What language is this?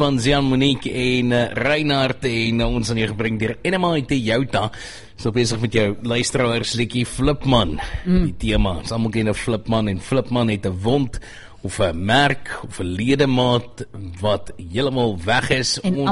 Afrikaans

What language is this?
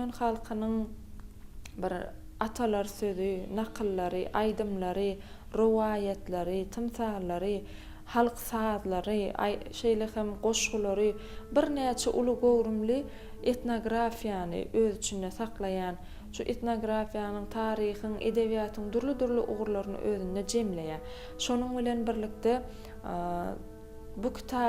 Turkmen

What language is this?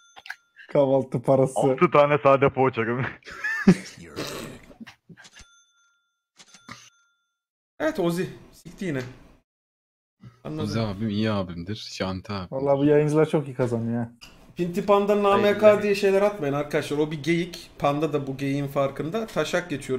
Turkish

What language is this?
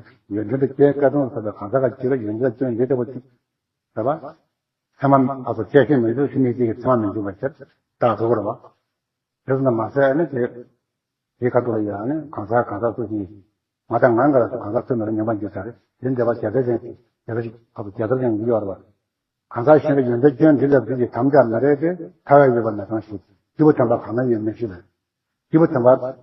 Tibetan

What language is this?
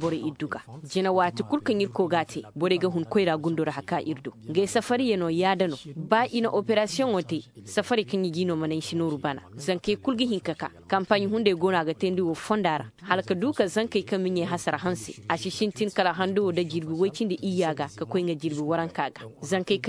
Koyraboro Senni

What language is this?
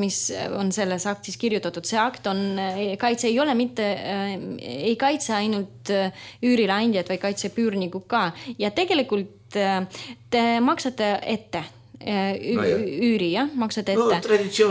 Estonian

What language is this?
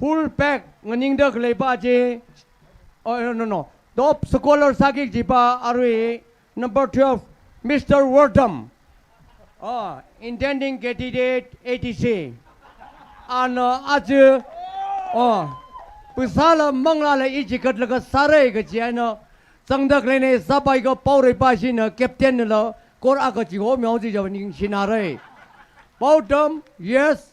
Tangkhul Naga (India)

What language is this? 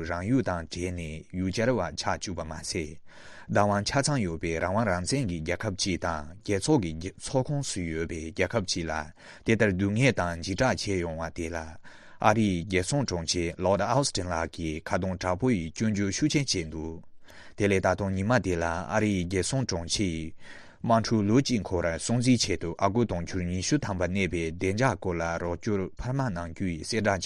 Tibetan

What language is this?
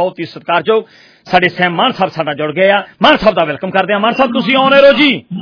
Punjabi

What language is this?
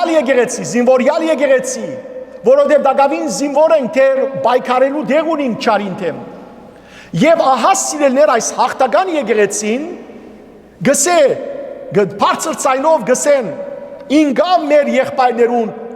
Western Armenian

